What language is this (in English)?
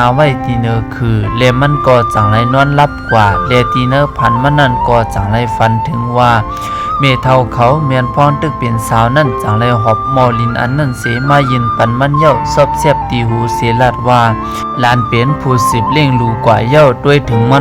Shan